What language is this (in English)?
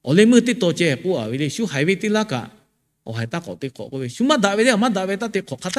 Lahu